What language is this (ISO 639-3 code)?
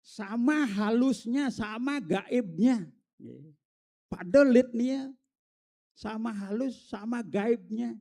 ban